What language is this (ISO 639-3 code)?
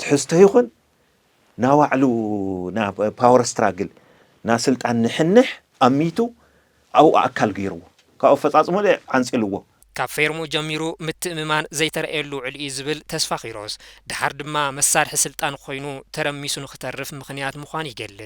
tir